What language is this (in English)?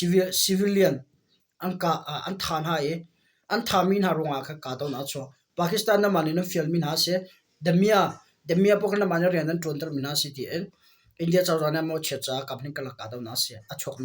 Hakha Chin